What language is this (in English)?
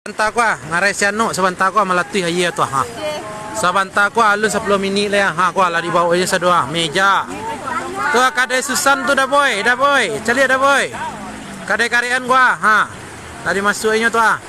Minangkabau